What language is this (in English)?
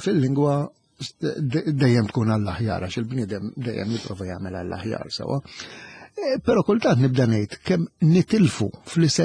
Maltese